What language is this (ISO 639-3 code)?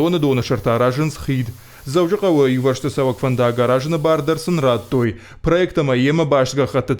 oss